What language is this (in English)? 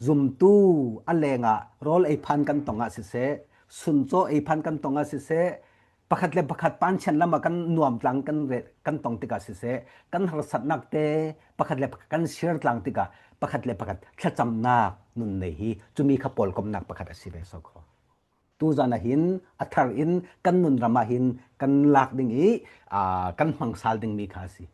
Falam Chin